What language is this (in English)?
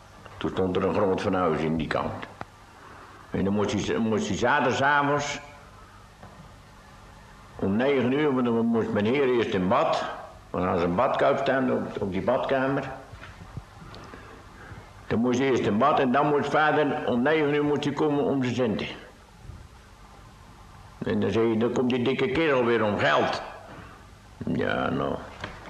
Dutch